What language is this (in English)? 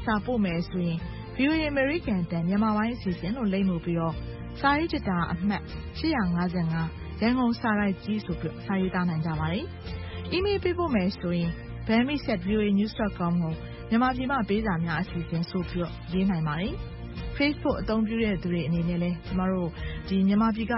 Burmese